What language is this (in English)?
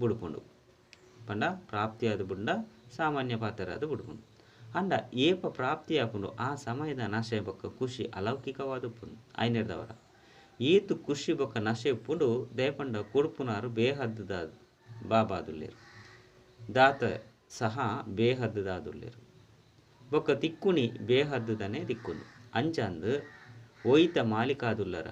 Tulu